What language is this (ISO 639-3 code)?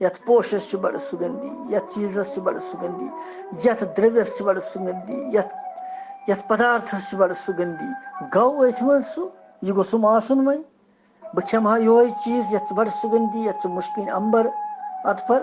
kas